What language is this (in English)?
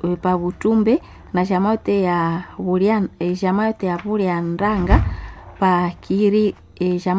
Swahili